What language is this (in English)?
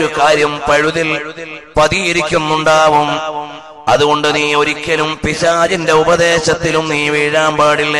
Malayalam